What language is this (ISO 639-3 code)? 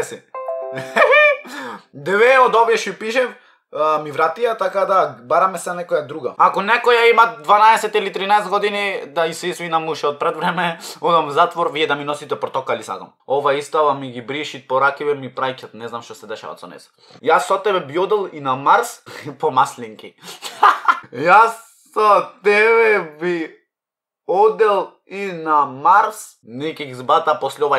mkd